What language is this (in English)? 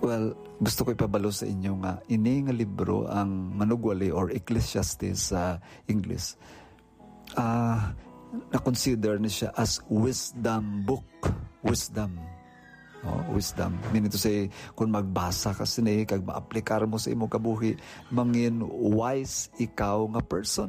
Hiligaynon